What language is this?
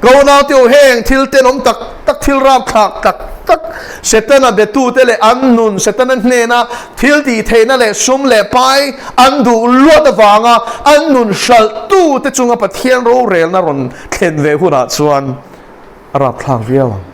Mizo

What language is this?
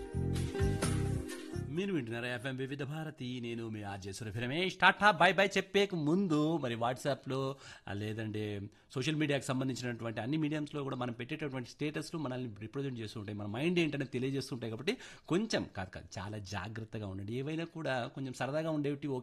Telugu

